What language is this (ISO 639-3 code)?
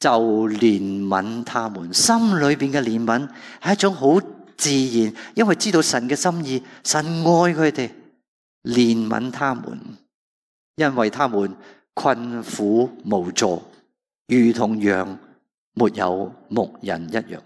yue